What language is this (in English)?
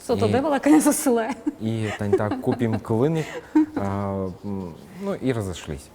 Udmurt